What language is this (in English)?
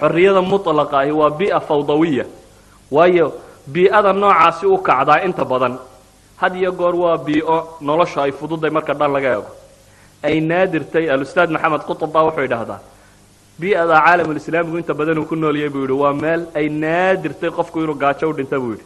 Somali